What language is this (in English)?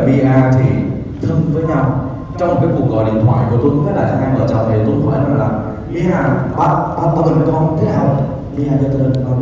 Vietnamese